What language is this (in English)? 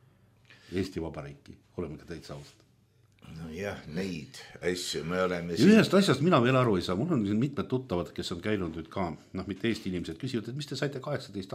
Estonian